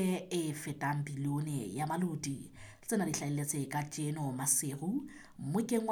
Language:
Southern Sotho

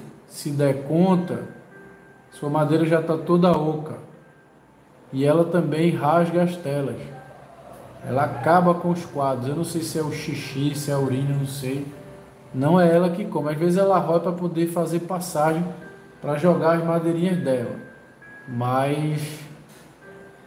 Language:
Portuguese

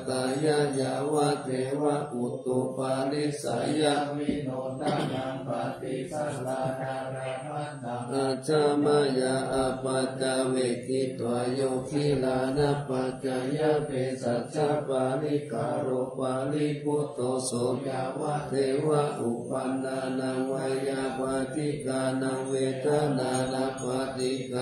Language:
Pali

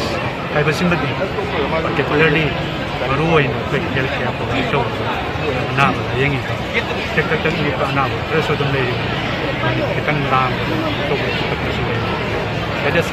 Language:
Manipuri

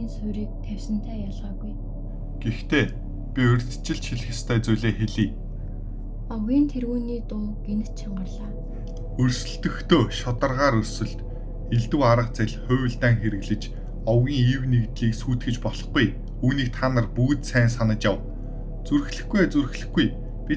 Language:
Mongolian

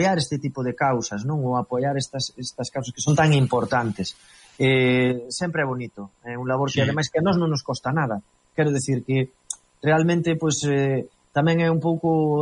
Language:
Galician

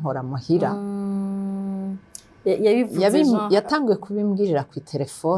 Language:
Rundi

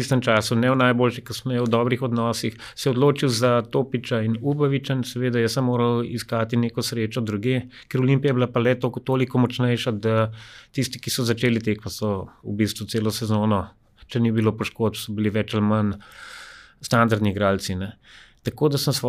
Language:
Slovenian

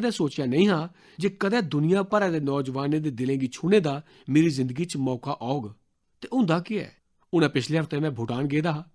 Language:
Dogri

